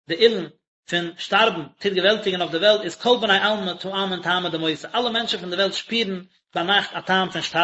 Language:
Yiddish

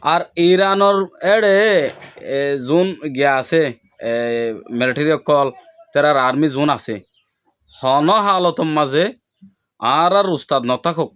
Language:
Rohingya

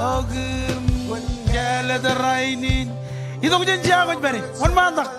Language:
Marshallese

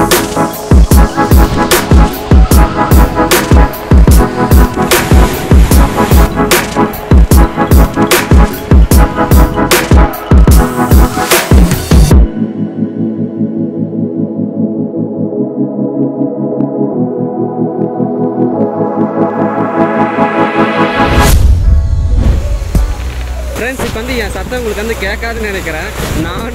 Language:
Tamil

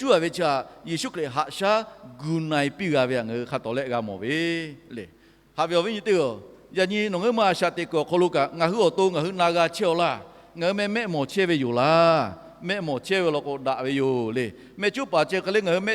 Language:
Lahu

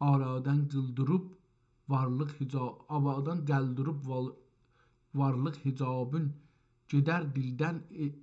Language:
South Azerbaijani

